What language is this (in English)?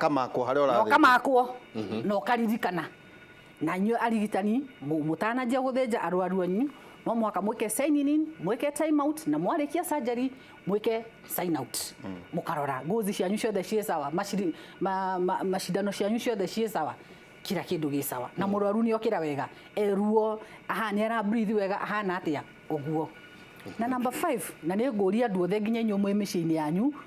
Kikuyu